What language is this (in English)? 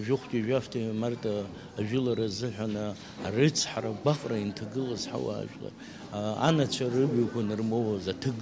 Abkhazian